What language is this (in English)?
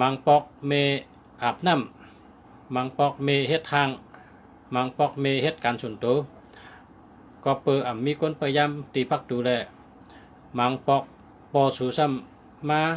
Shan